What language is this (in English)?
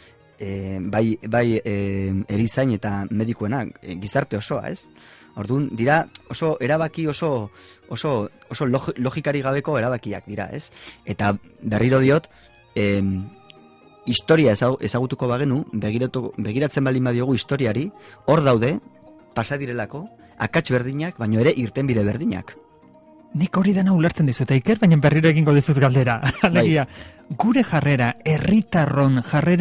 Basque